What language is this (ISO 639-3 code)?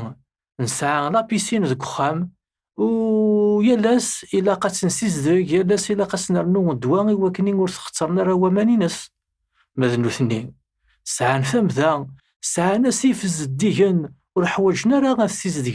kab